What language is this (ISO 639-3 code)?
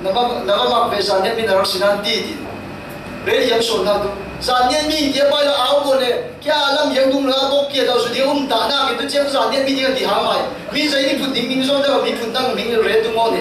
cfm